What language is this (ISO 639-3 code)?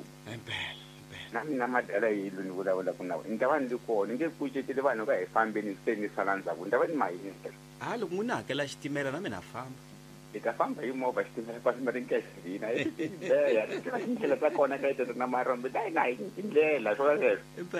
tso